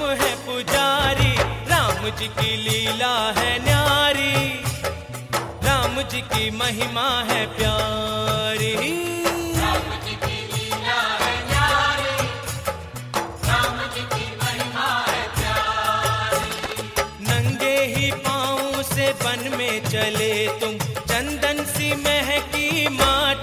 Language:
Hindi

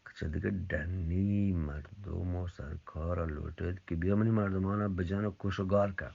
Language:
Eastern Balochi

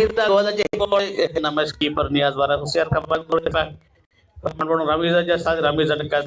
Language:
Divehi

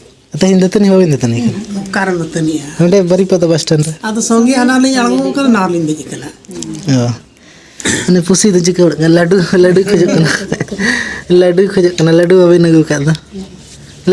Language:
Santali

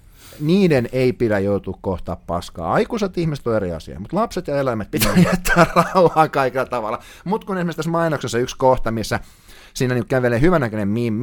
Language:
Finnish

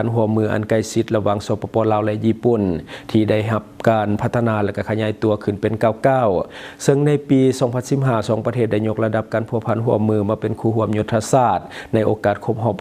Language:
Lao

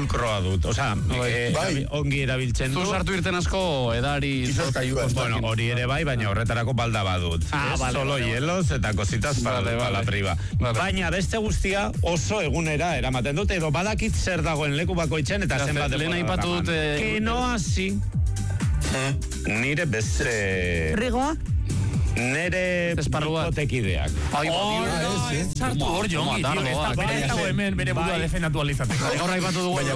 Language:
Basque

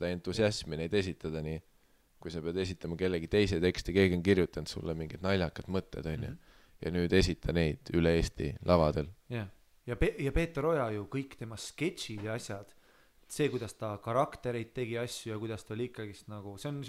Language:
Estonian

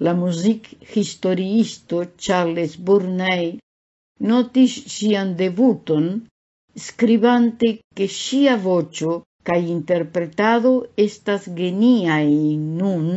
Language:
Esperanto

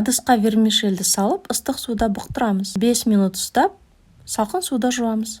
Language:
Kazakh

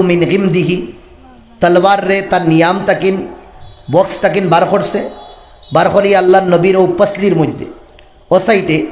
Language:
Sylheti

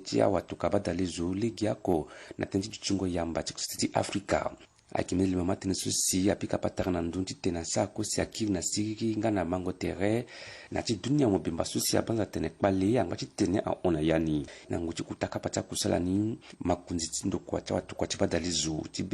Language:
Sango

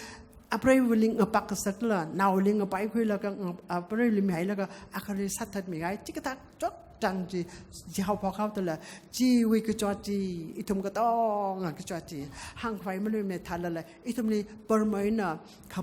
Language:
Tangkhul Naga (India)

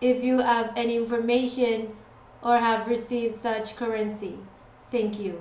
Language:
Pohnpeian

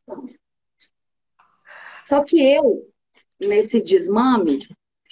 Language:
Portuguese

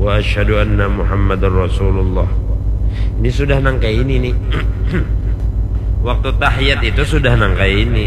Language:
Banjar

